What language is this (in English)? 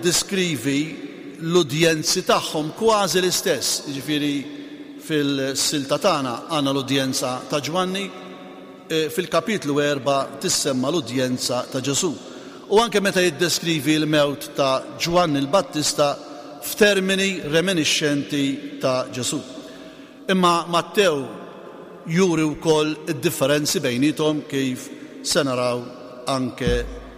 Maltese